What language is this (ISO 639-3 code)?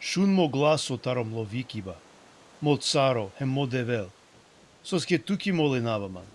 rmn